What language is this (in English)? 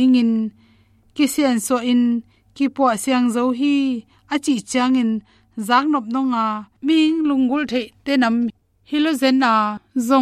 Tedim Chin